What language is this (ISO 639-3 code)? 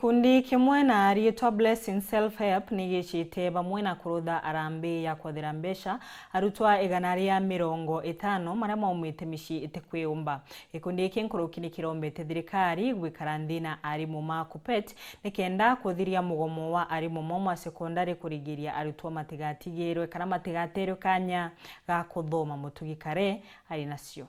mer